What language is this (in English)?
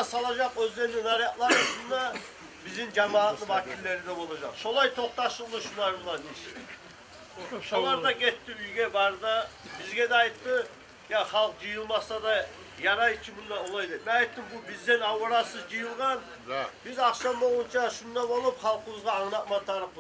Kumyk